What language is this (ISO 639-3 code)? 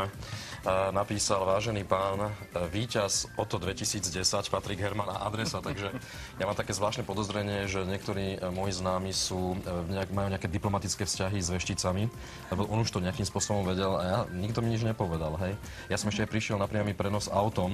slk